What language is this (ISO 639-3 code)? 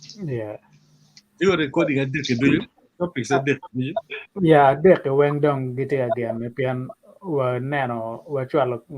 ach